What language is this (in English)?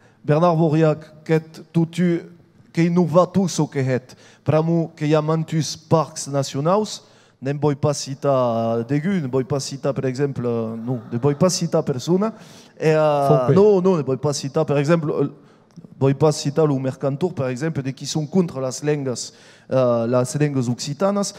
Occitan